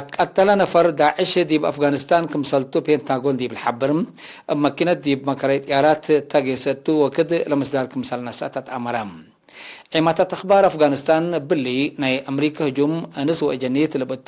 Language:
Tigre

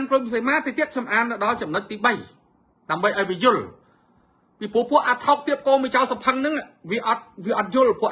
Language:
Khmer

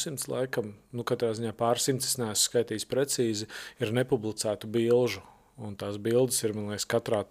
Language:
Latvian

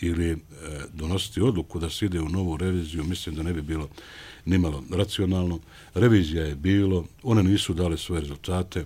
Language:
Bosnian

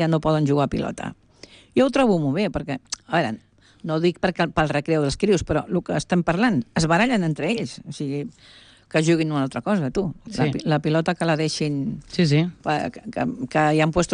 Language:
Catalan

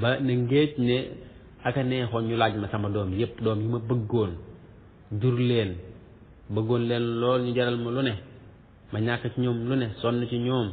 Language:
Wolof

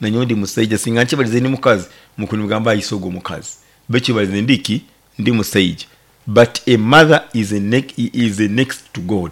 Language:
Nyoro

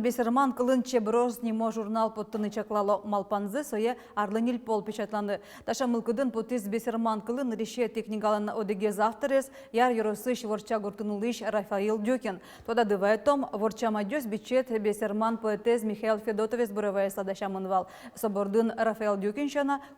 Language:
Udmurt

